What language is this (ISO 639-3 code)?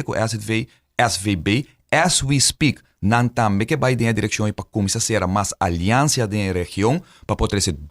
pap